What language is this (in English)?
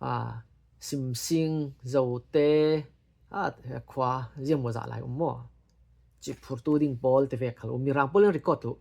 Falam Chin